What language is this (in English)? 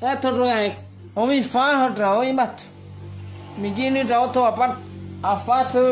Nias